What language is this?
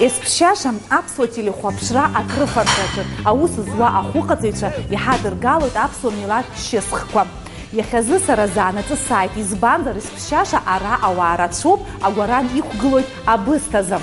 Abkhazian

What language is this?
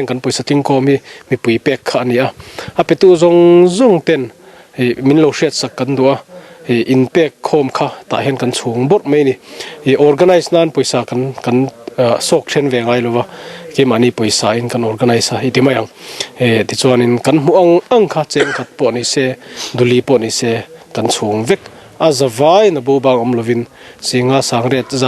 Mizo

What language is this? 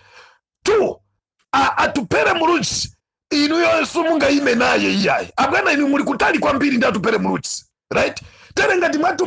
Nyanja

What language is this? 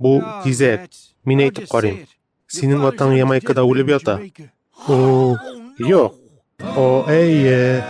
Tatar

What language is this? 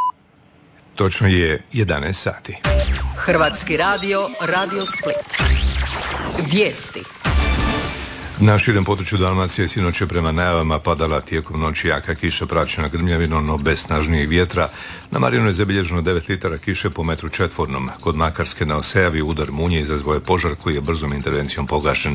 Croatian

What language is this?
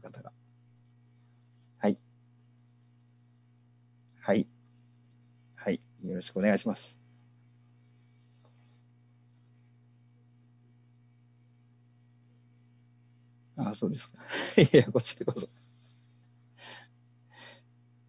Japanese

